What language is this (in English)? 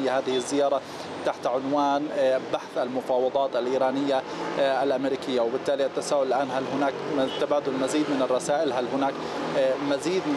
Arabic